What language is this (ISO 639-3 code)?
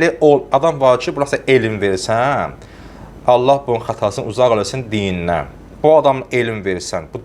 aze